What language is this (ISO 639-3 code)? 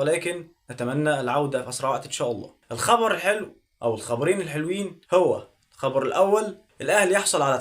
arz